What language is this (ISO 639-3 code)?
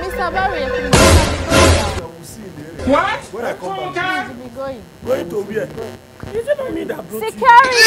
pcm